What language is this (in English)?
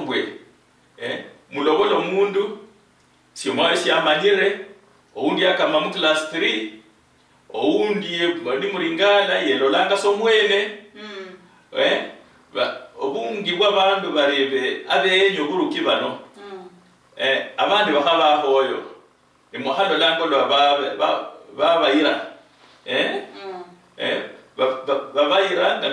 Luyia